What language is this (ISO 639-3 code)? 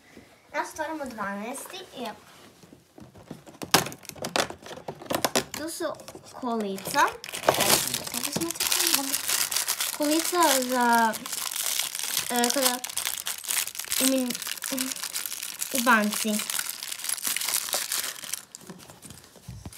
hrv